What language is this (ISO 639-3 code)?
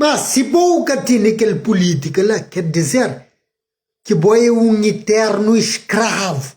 kea